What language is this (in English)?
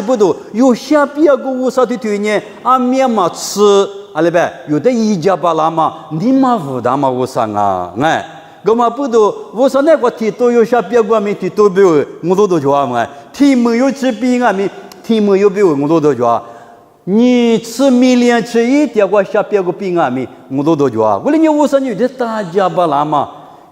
Lisu